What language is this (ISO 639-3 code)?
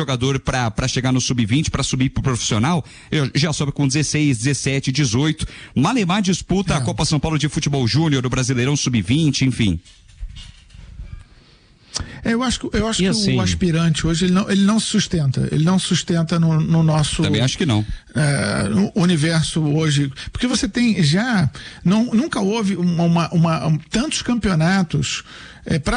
por